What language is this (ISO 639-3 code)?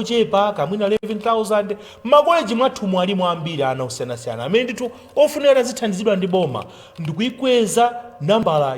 nya